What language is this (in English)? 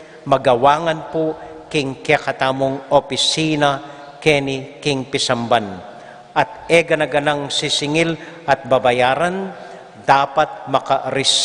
Pampanga